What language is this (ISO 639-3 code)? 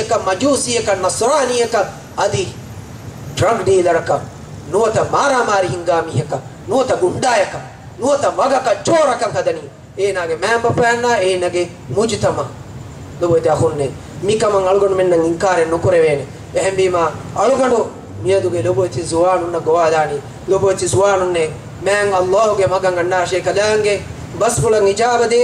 div